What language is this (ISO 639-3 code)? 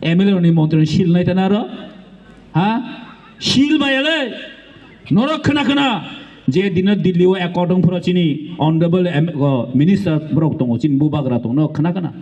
trp